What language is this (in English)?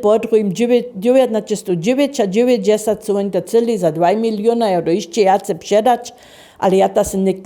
Upper Sorbian